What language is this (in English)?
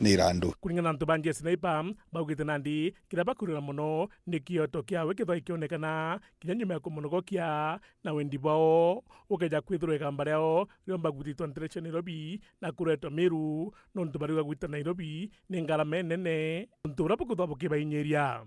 Meru